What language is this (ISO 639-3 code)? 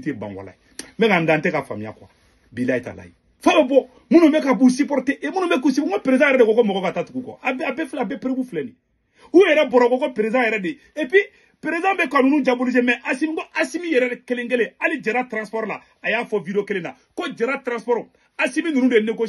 bam